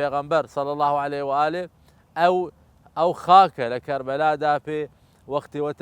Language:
Southern Kurdish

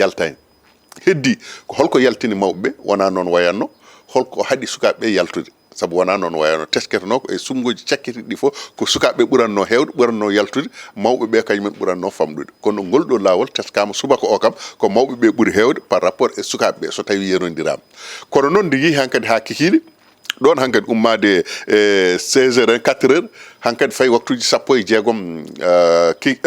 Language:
Fula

